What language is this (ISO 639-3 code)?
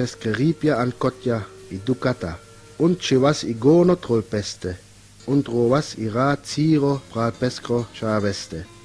rmo